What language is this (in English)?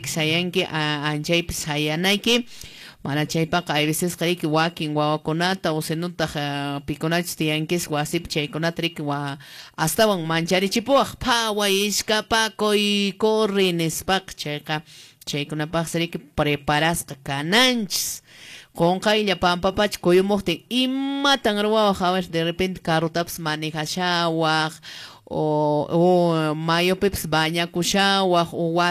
Quechua